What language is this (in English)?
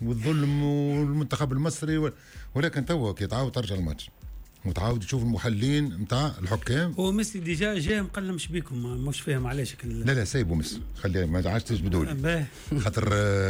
Tunisian Arabic